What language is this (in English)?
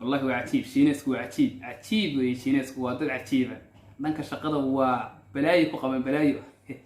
Somali